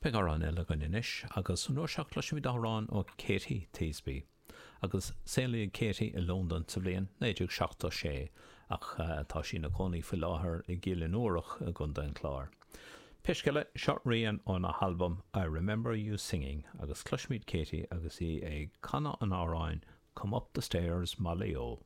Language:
Irish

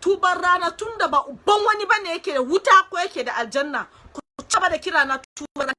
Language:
Hausa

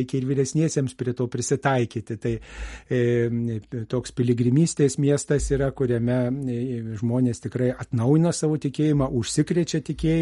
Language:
Lithuanian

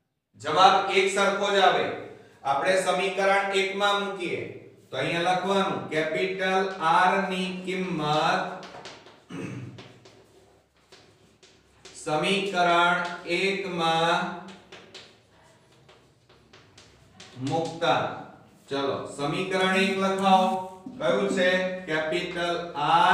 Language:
Gujarati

